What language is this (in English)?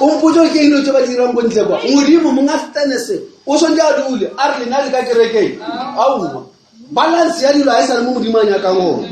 Northern Sotho